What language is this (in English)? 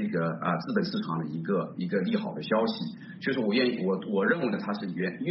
Chinese